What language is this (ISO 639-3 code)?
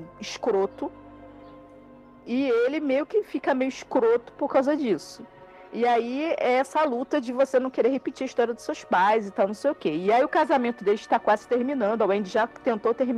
por